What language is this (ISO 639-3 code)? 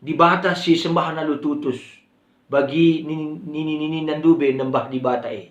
btx